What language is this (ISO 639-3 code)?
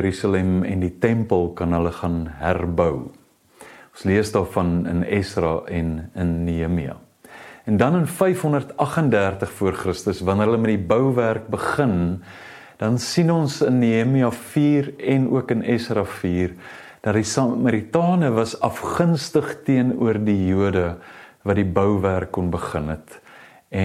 afr